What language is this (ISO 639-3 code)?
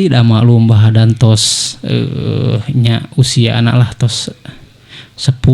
sun